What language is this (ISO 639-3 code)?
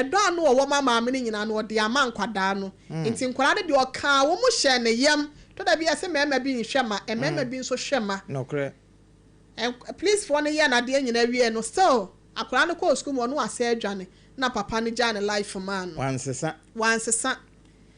aka